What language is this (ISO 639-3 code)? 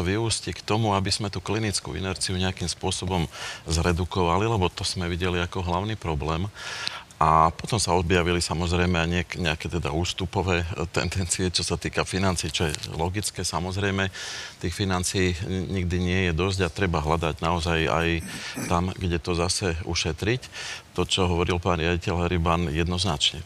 slk